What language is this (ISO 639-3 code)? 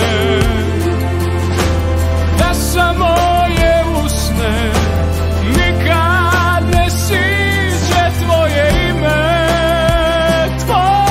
hrv